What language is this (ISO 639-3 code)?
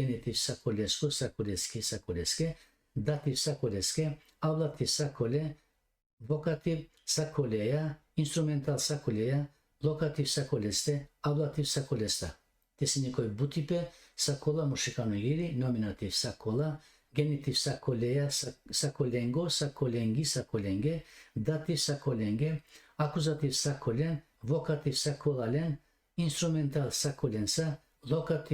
rmn